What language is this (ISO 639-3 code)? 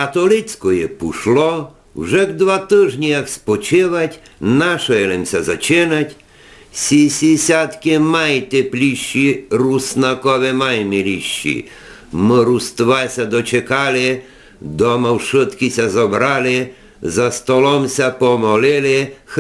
rue